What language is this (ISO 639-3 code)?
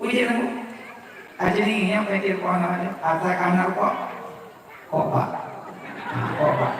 ace